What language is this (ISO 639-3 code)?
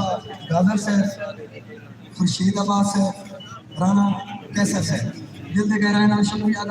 skr